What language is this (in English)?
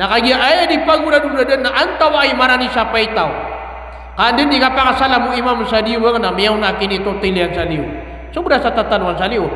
Maranao